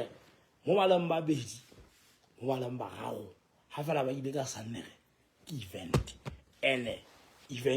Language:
Southern Sotho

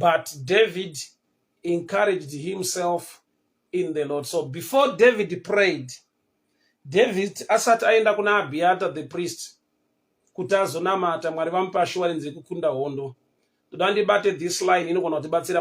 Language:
Shona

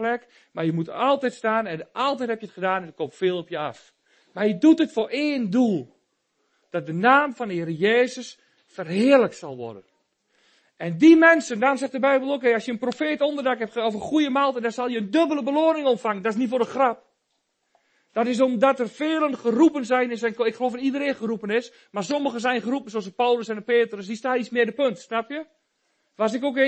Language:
Dutch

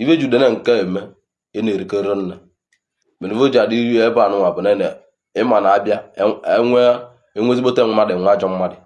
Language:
Igbo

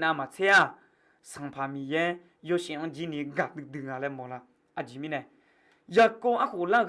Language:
Akha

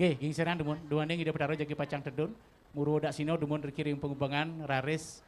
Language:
Balinese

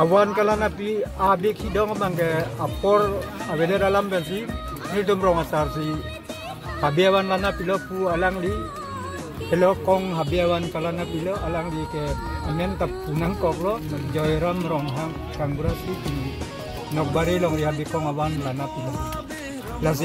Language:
Karbi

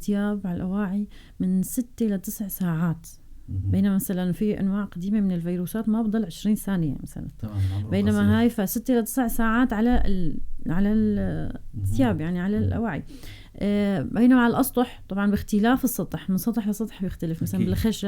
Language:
North Levantine Arabic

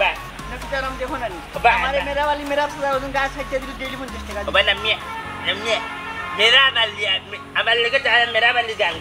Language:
Sylheti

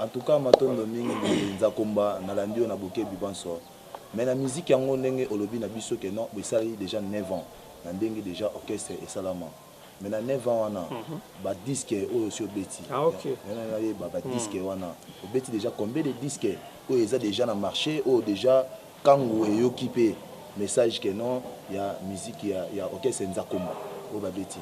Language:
Lingala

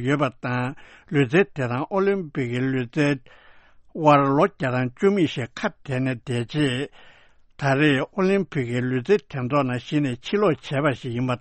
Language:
Tibetan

